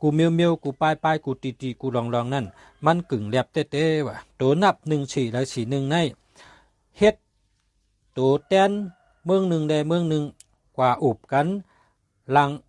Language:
Shan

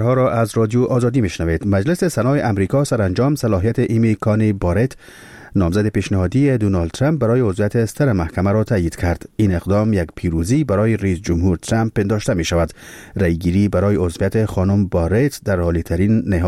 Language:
Persian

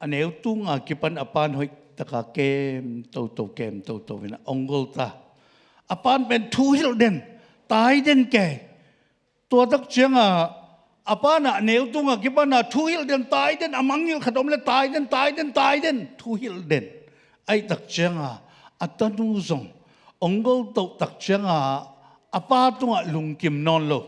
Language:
Tedim Chin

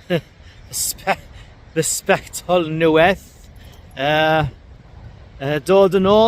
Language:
Welsh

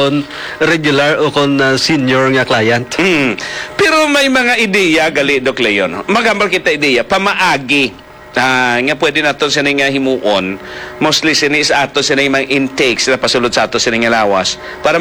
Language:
Hiligaynon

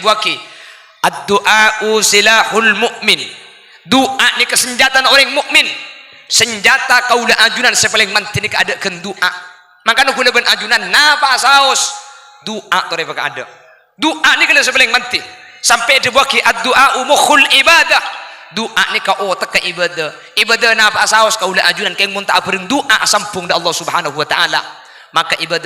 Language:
Madurese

